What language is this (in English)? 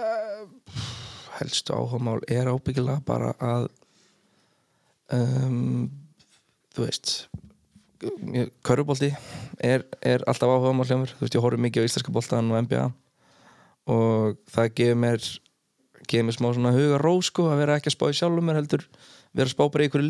Icelandic